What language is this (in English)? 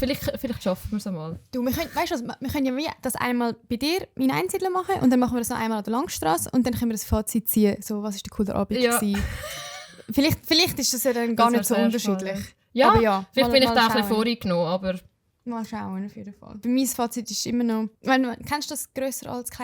Swiss German